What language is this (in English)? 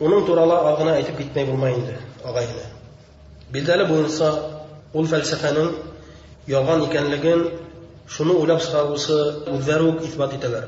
Bashkir